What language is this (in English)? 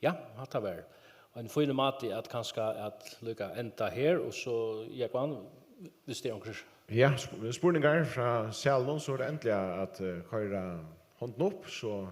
Faroese